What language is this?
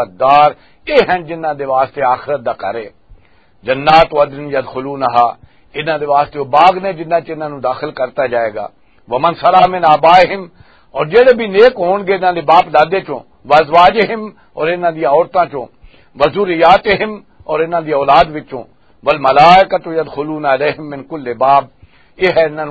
Western Panjabi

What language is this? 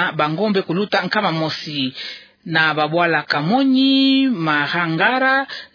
Kituba (Democratic Republic of Congo)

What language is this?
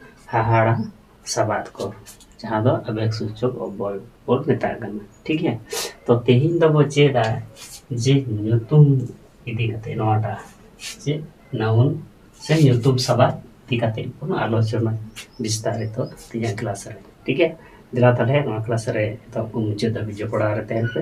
Santali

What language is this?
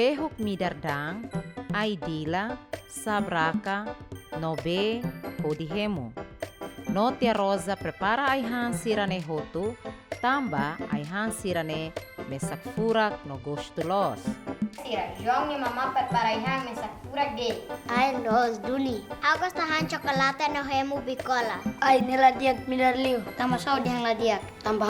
Tetum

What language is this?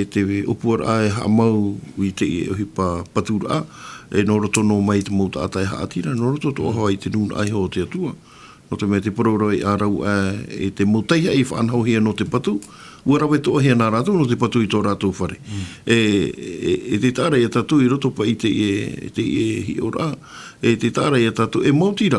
Tahitian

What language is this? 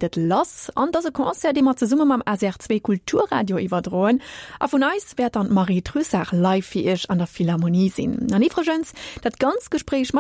Luxembourgish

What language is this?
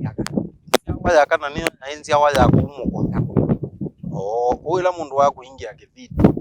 Kamba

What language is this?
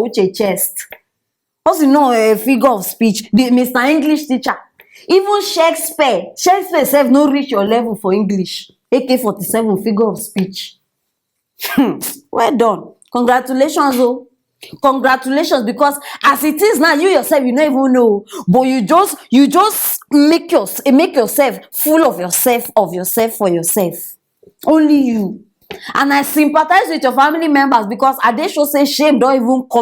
Nigerian Pidgin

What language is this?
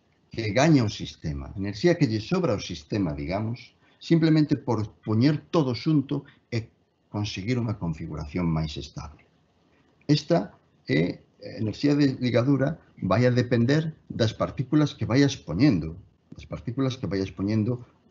Galician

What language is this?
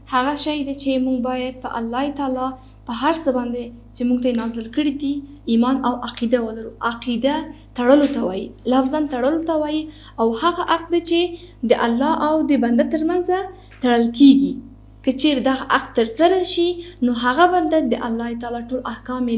Pashto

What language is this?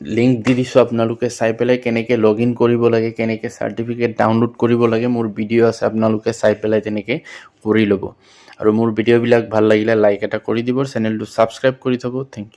Assamese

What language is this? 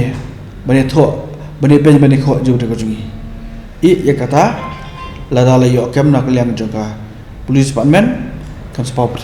Khasi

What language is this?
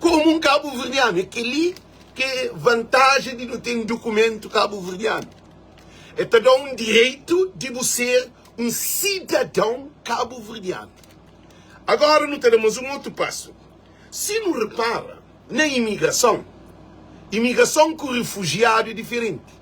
Kabuverdianu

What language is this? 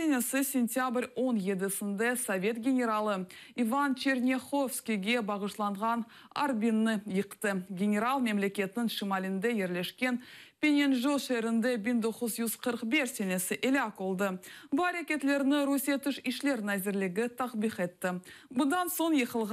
Crimean Tatar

